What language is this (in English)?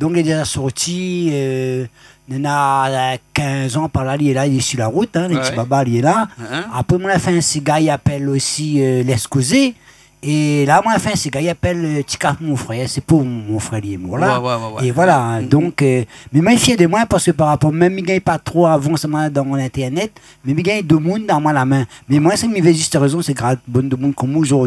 Réunion Creole French